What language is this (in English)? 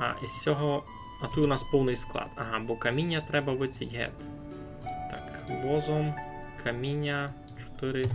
Rusyn